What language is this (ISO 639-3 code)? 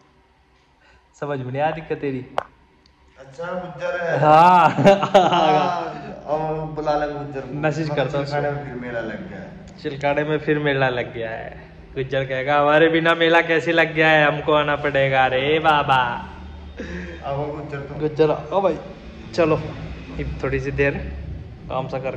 hin